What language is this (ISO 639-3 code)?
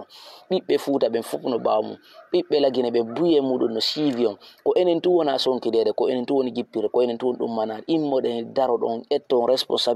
ful